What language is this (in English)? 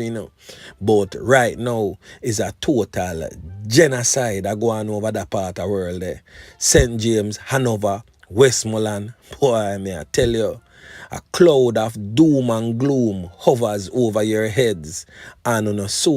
Jamaican Creole English